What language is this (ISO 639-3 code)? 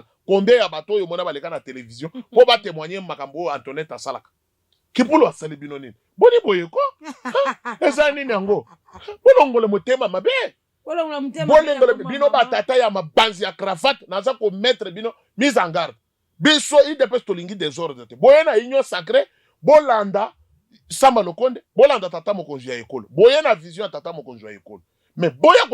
lin